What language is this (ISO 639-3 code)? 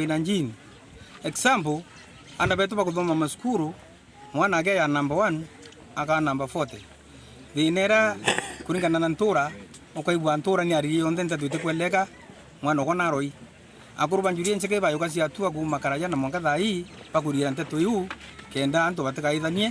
mer